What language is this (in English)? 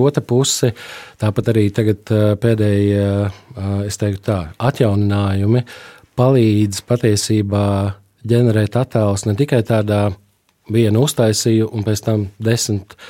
Latvian